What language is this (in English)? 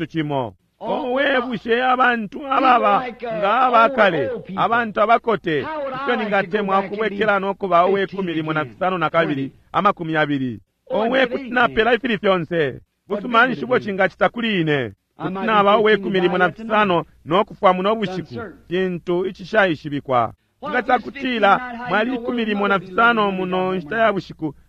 Bemba